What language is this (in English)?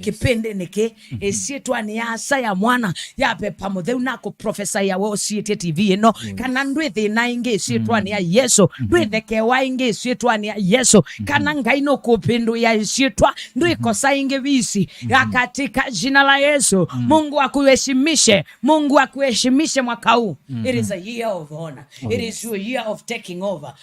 Kamba